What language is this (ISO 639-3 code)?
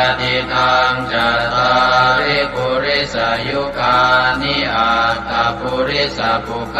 pli